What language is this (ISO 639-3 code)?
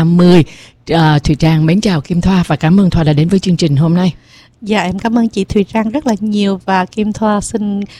vie